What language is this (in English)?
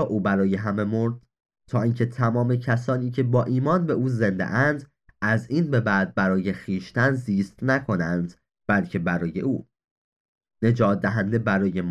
Persian